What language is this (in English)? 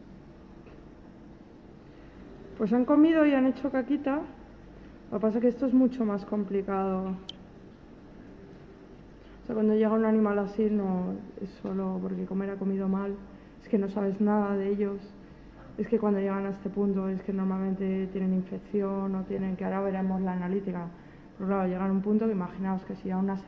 Spanish